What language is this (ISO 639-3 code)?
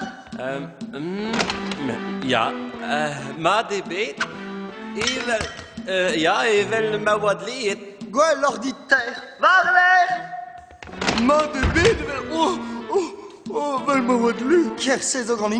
bre